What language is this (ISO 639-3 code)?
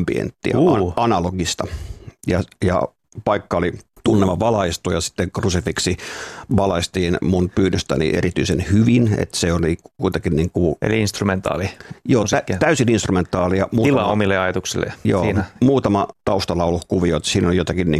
fin